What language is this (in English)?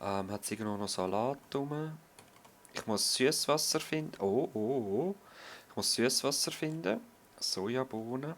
Swiss German